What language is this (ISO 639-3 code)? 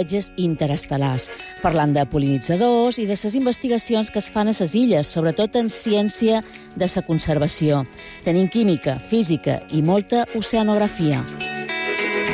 cat